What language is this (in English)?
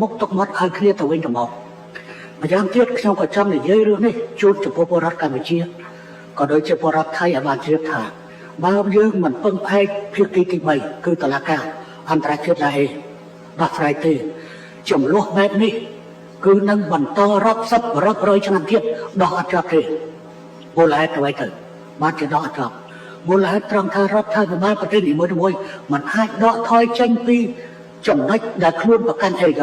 Khmer